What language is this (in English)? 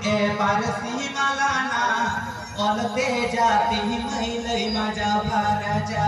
Santali